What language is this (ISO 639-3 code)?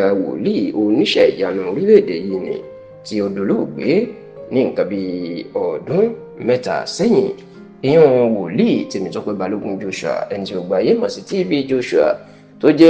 yor